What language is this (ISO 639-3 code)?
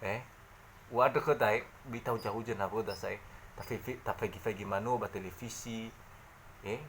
nia